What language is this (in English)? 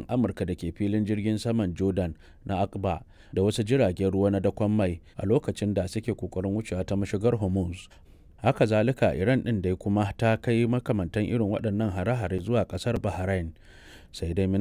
Hausa